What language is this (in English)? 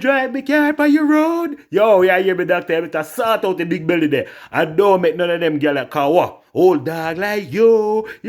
Jamaican Creole English